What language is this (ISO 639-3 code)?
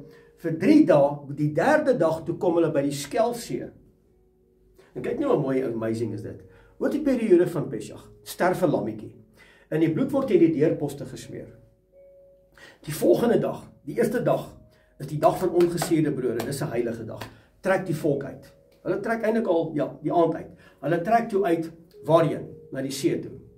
afr